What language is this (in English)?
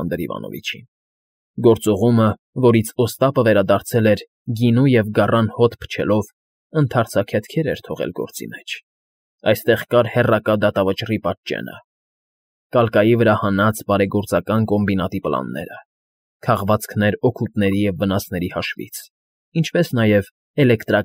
Armenian